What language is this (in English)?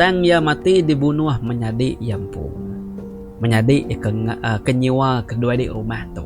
Iban